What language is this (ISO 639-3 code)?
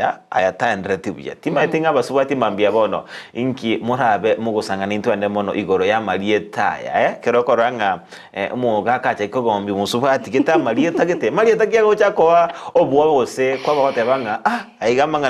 guz